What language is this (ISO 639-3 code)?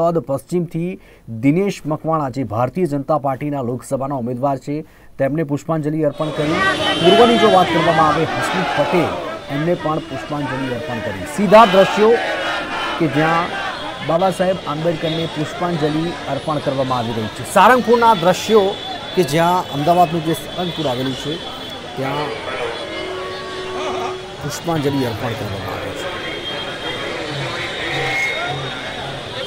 guj